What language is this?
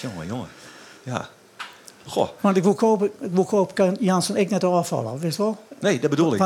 Western Frisian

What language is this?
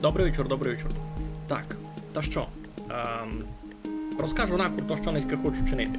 Rusyn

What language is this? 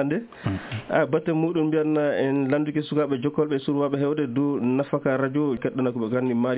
Nigerian Fulfulde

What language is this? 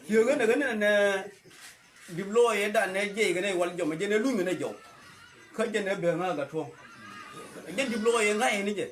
Nuer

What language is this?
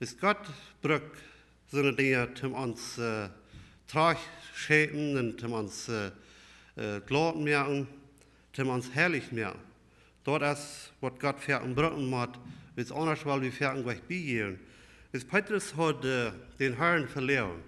Plautdietsch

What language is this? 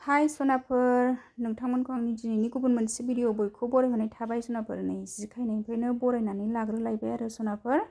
Bodo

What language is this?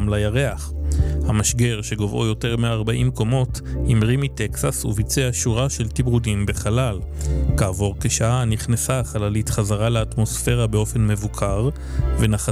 Hebrew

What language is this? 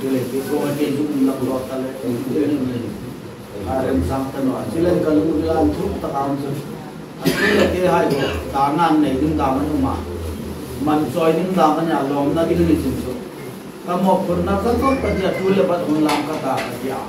Hmar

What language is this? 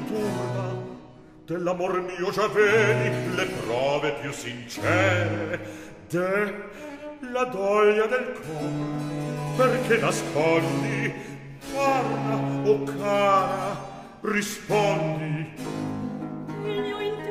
Italian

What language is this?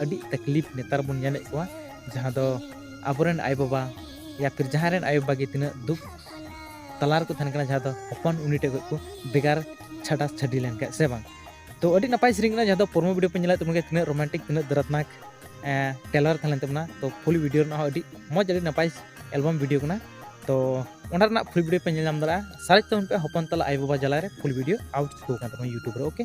Santali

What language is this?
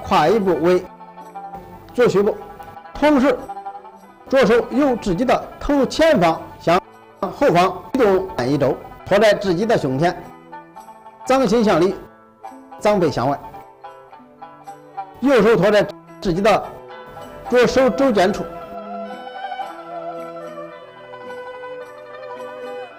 Chinese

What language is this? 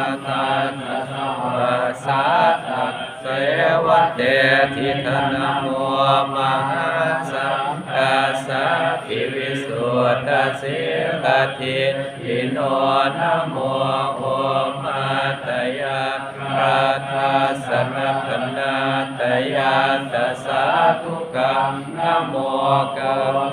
Pali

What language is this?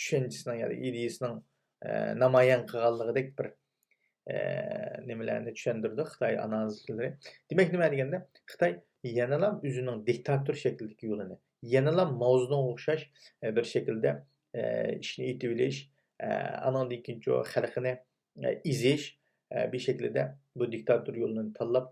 Uyghur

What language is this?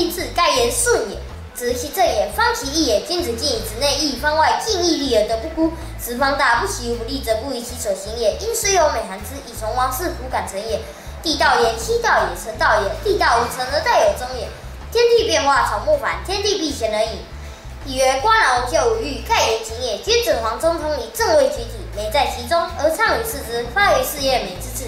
Literary Chinese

